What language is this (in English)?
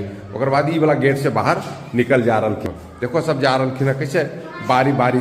Magahi